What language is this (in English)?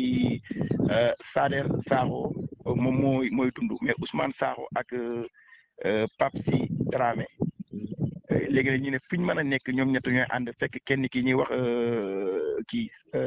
Wolof